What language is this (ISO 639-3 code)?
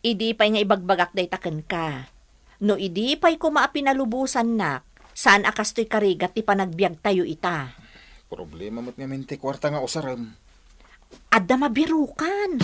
ilo